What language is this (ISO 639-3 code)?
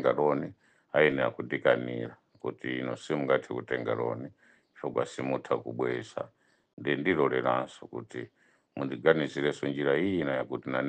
nya